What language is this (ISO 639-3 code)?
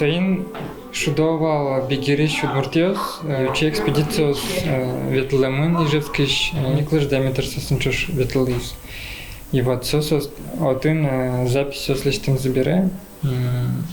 udm